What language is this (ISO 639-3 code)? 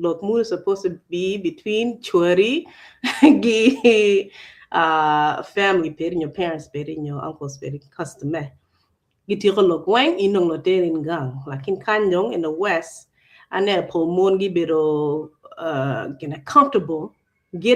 ach